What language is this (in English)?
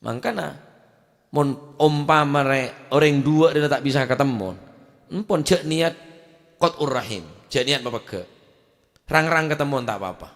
Madurese